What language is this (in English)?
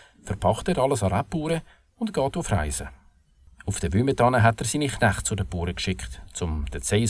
Swiss German